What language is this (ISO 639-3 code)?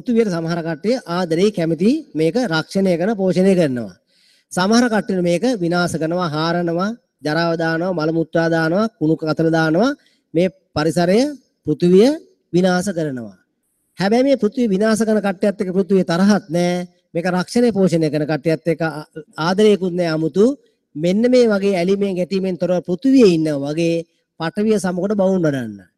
sin